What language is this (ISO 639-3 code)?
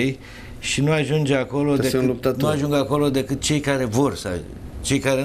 ron